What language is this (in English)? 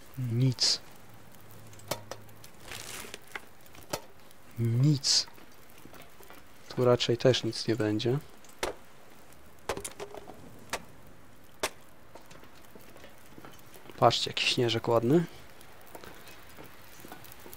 Polish